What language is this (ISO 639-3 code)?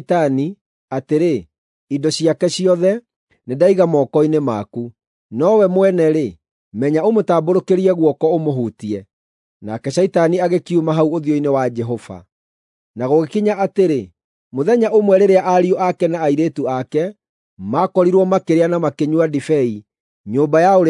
kik